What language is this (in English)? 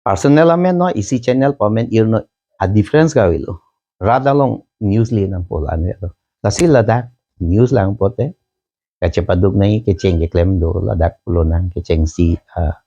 Karbi